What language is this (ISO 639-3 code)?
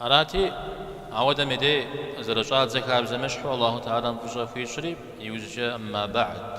kbd